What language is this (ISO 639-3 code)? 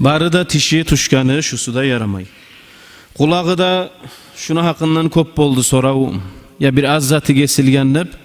kum